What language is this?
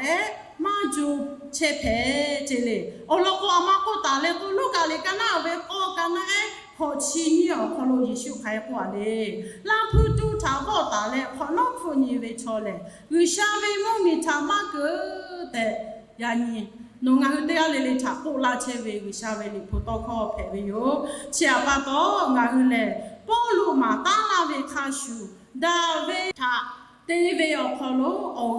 Lahu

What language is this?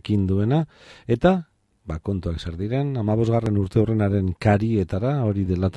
Basque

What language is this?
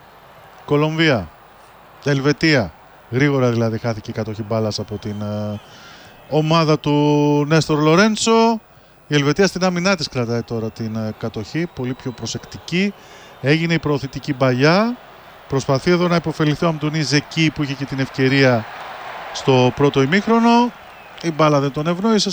Greek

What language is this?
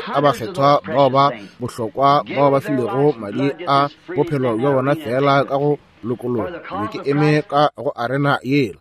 Northern Sotho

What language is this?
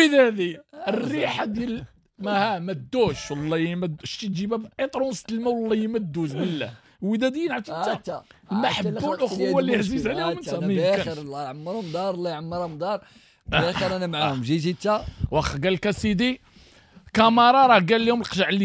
Moroccan Arabic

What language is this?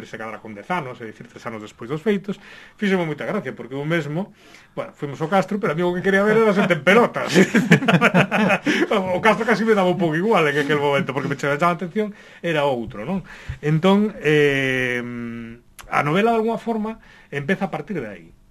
Galician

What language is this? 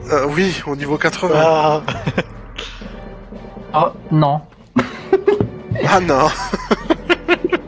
French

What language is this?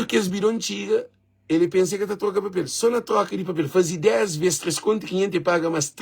Kabuverdianu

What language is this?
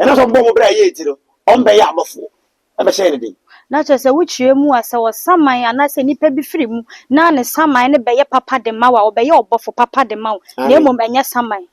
Akan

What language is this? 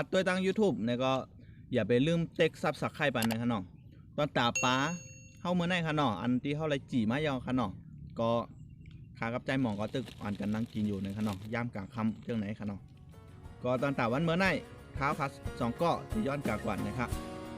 Shan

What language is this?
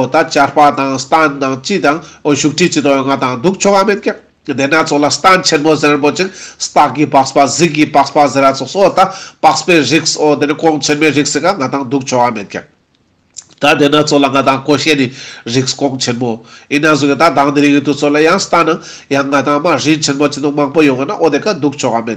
Ladakhi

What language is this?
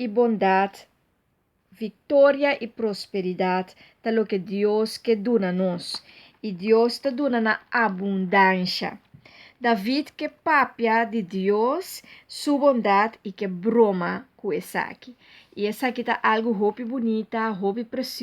Papiamento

